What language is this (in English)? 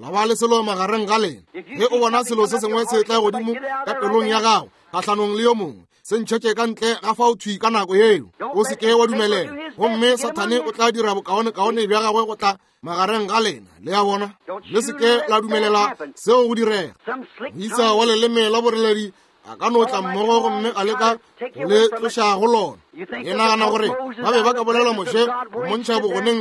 Northern Sotho